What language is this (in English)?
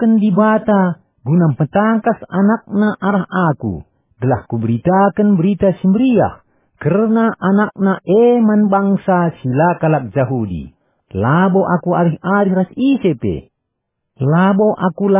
Batak Karo